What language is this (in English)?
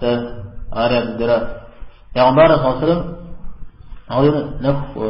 Kabardian